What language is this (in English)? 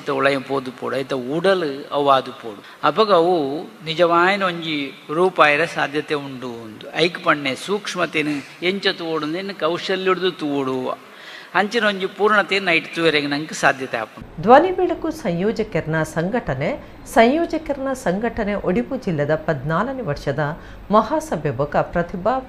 Tulu